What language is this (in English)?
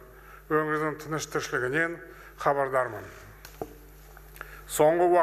Kazakh